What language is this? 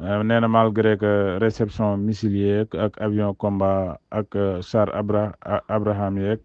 Wolof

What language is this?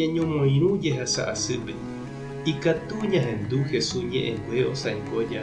Guarani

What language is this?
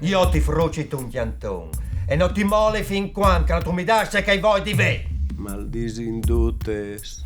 Friulian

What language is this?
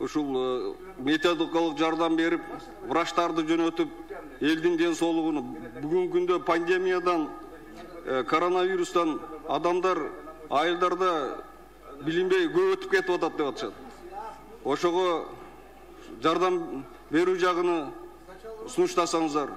Kyrgyz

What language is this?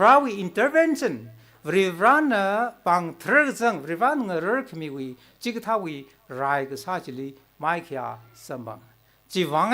Tangkhul Naga (India)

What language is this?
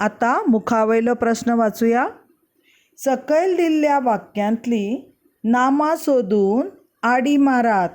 Konkani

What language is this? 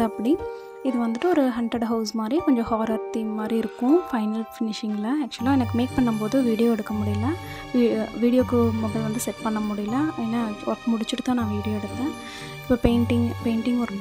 Tamil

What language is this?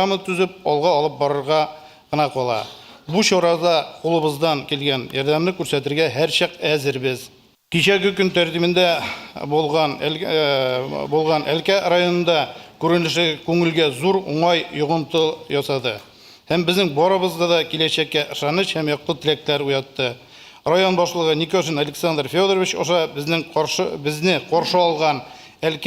Tatar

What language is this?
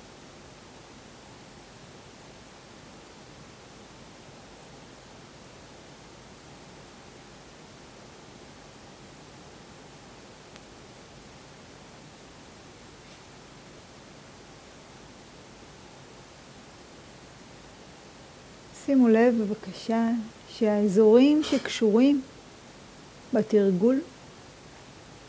Hebrew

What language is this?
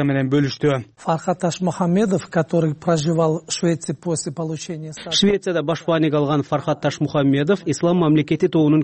Kyrgyz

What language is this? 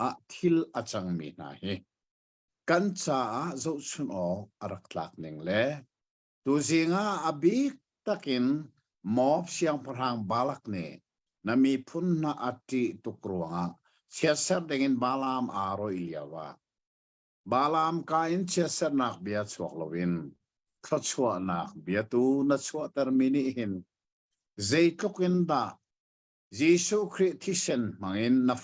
Hakha Chin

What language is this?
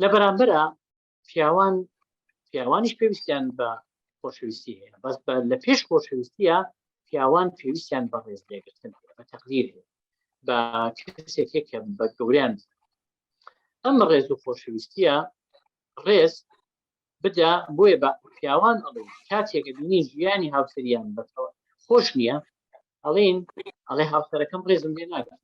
Central Kurdish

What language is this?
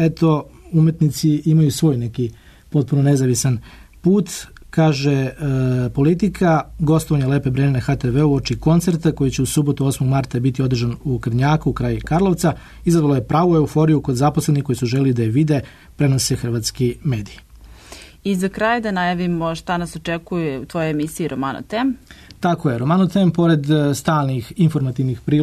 Serbian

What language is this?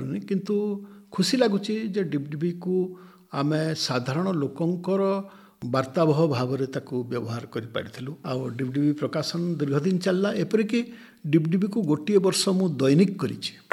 Odia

